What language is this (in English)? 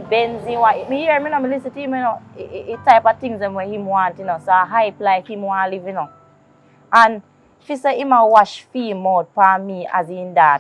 Jamaican Creole English